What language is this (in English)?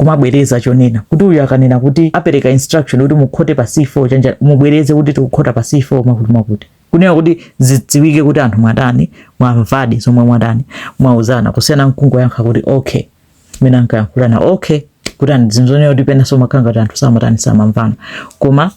Nyanja